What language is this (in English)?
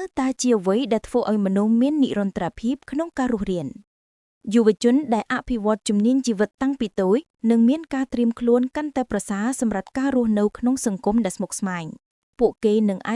Khmer